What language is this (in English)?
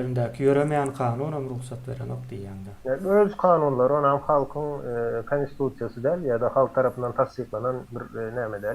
Turkmen